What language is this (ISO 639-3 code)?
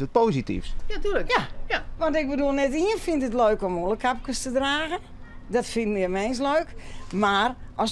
fry